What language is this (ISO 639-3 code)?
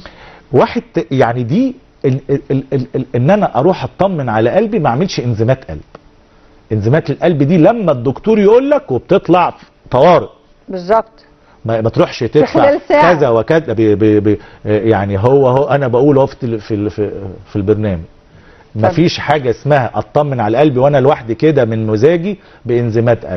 arz